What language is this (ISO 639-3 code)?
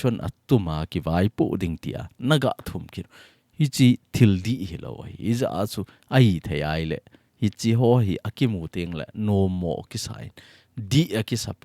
tcz